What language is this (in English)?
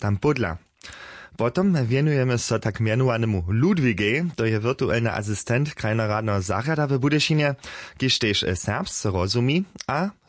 Upper Sorbian